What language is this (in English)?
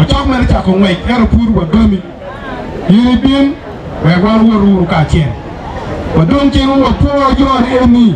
Acoli